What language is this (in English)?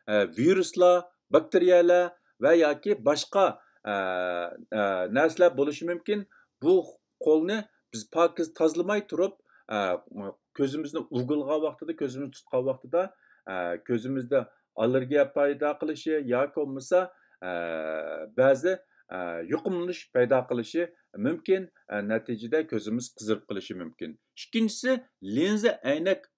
Uyghur